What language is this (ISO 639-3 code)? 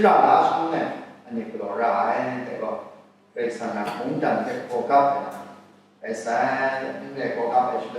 kac